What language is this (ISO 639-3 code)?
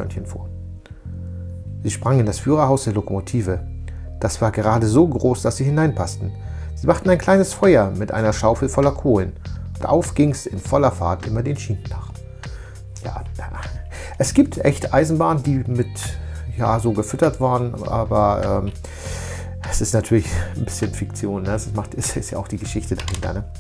deu